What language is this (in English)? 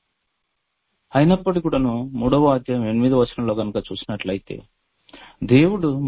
Telugu